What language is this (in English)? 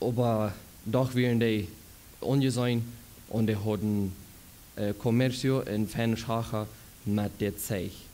Plautdietsch